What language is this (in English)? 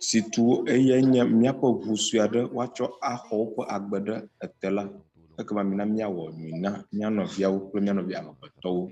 Ewe